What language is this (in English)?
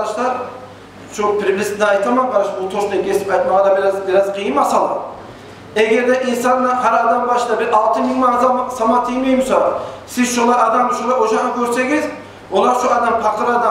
Kumyk